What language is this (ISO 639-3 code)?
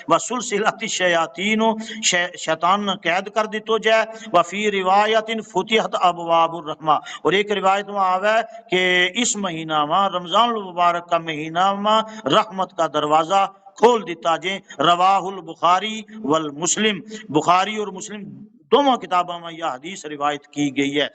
gju